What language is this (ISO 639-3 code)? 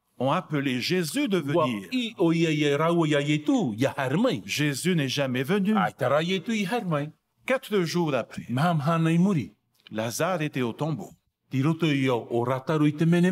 tah